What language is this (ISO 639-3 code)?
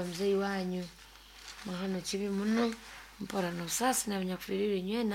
nyo